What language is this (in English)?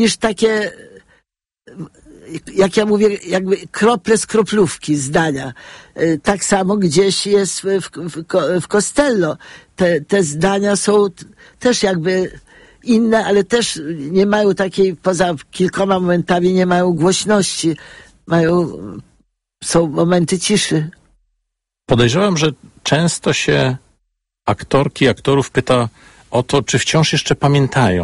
Polish